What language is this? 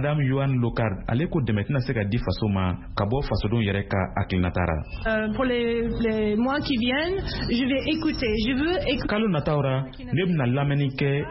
Bambara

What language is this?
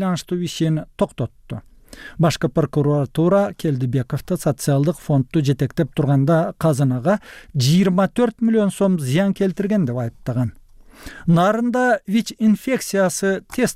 Kyrgyz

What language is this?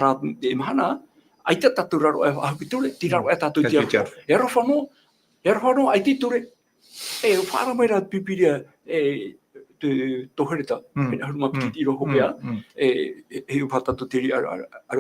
Tahitian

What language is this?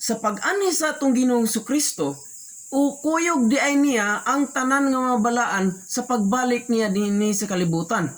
Cebuano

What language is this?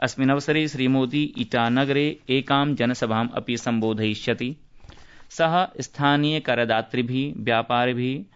Sanskrit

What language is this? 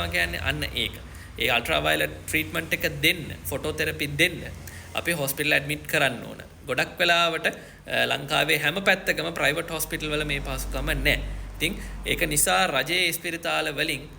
Sinhala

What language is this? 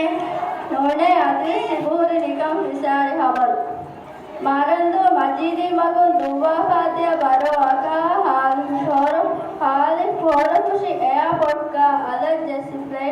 Divehi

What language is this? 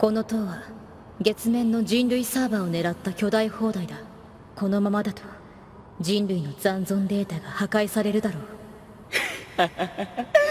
Japanese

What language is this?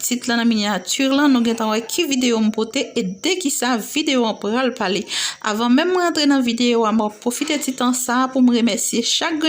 Haitian Creole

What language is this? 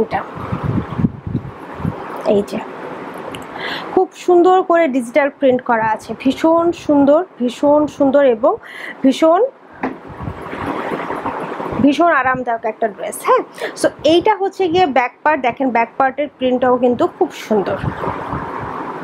Bangla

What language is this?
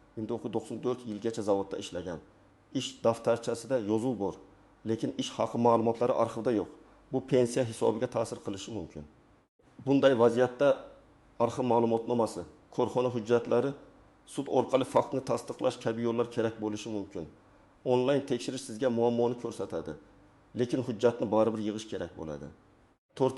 Uzbek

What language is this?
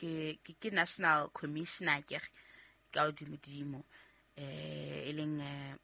Southern Sotho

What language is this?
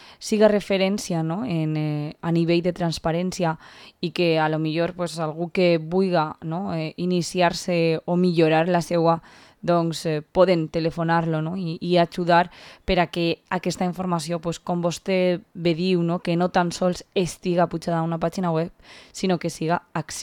Catalan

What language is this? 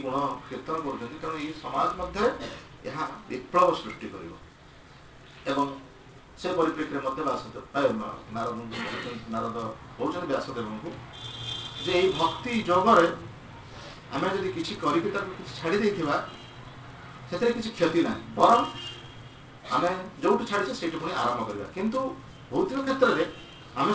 Odia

